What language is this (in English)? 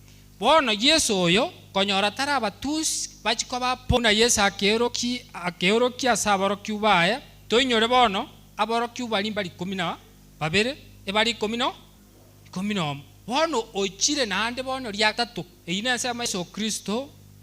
Gusii